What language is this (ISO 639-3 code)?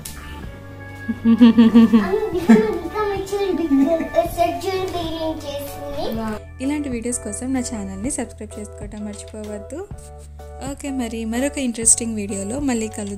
tel